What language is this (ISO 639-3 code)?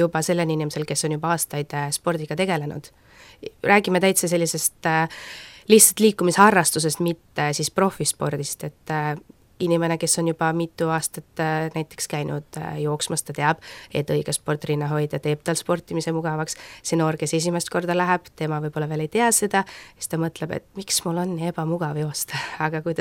est